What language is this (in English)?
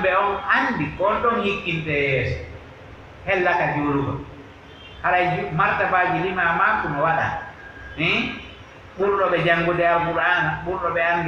Pular